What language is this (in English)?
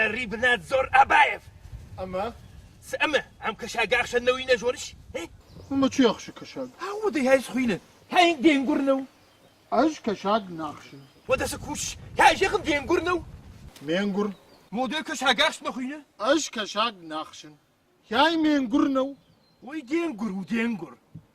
Ossetic